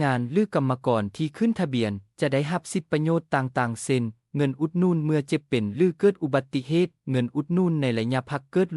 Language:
Lao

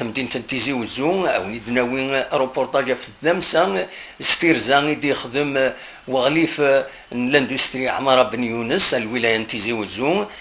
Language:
Kabyle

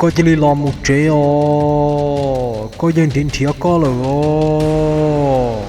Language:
Hmong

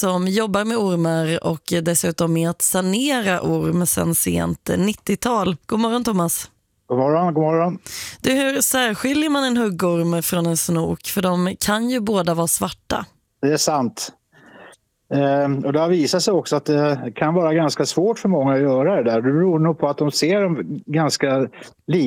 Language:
Swedish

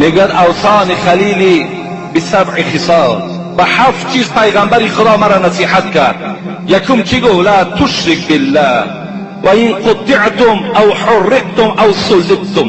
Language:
Tajik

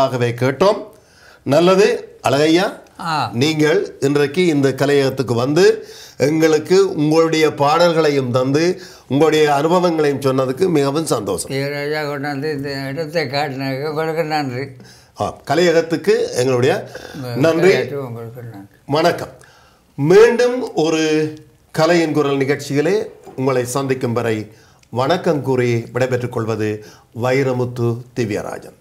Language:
Tamil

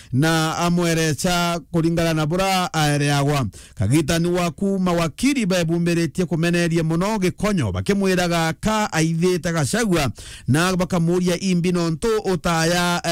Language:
Meru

